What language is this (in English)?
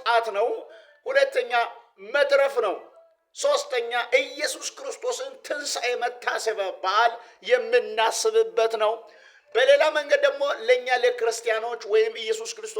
Amharic